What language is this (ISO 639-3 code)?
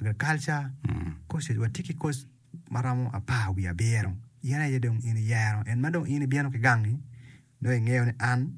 ach